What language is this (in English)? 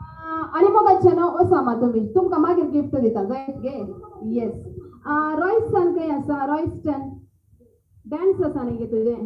Konkani